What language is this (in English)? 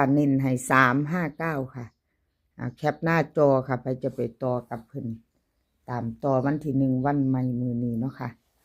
Lao